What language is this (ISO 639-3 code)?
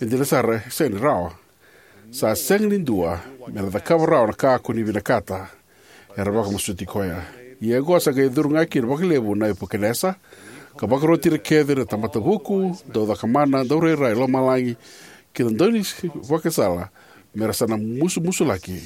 fij